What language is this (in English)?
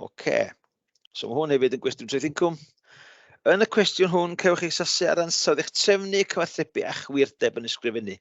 Welsh